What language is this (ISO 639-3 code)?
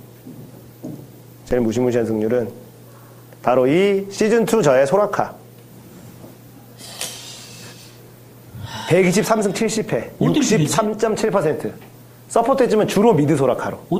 kor